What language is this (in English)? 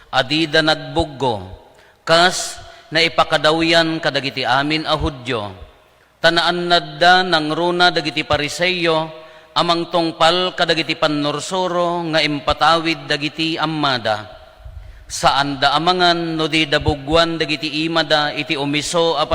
Iloko